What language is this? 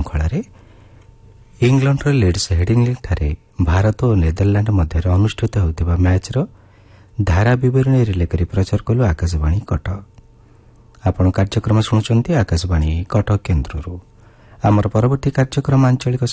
Odia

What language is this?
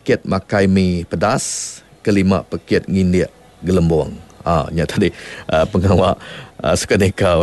Iban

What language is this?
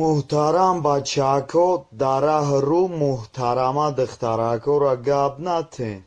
Tajik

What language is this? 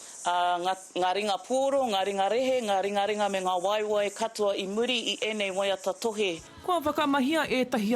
Māori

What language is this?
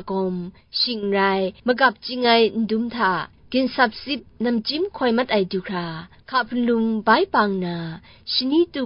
Kachin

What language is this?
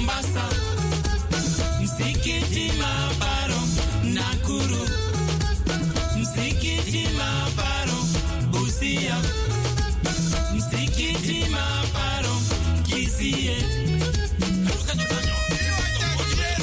Swahili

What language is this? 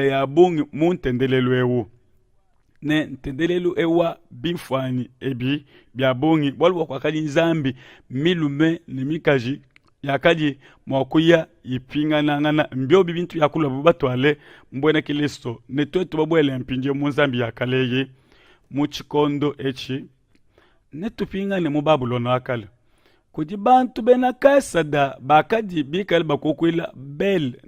Luba-Lulua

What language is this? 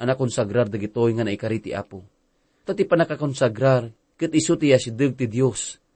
Iloko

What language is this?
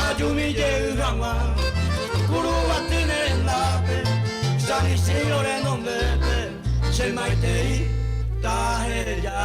Guarani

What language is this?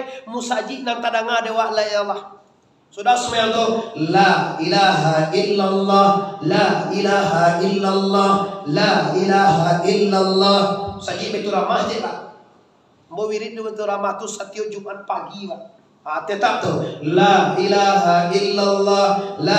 Minangkabau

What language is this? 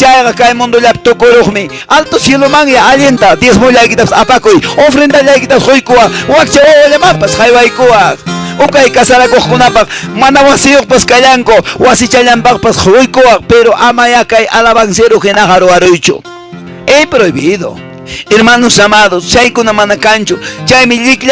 Quechua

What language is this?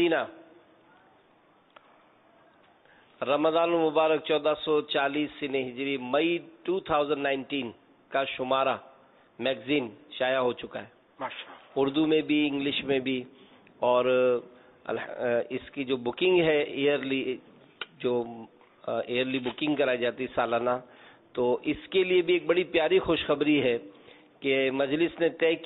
Urdu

